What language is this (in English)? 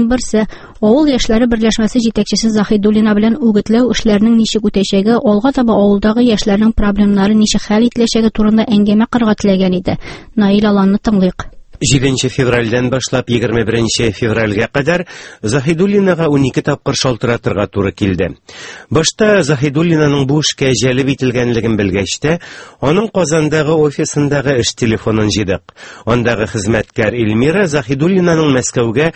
Tatar